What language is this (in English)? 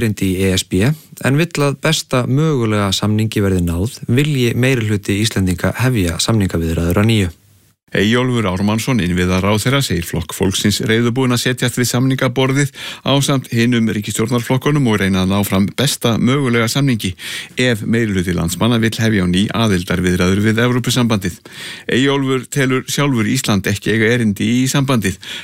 Icelandic